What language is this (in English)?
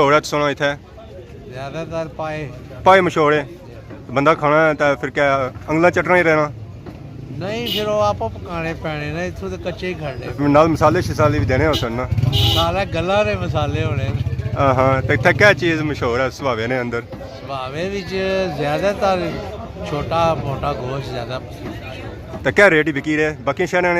Pahari-Potwari